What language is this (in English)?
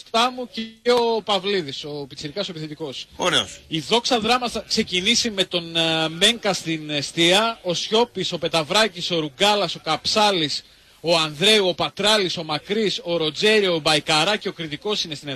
Greek